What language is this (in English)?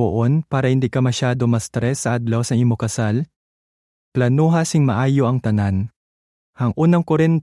Hiligaynon